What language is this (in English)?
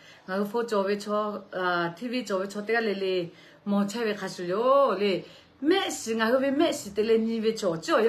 Lahu